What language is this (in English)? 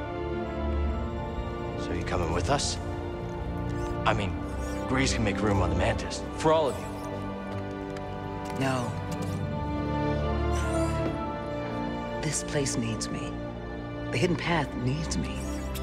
English